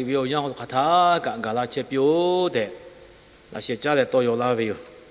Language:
Lahu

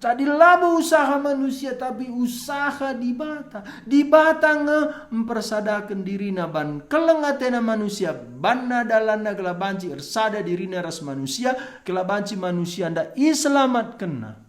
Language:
Batak Karo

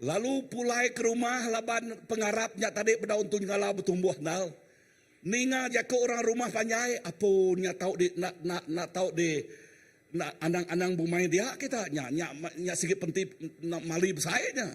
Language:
Iban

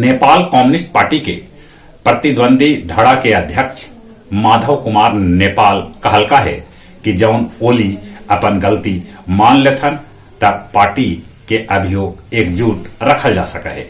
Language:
Magahi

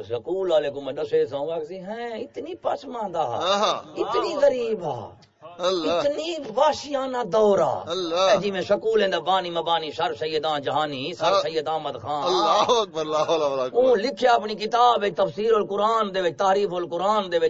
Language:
Saraiki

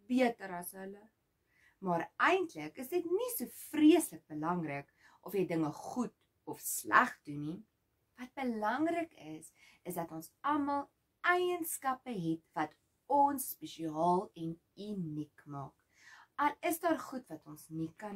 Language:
Afrikaans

